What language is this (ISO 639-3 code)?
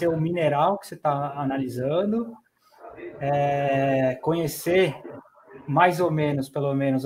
por